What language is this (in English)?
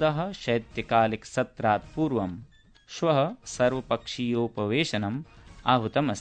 Sanskrit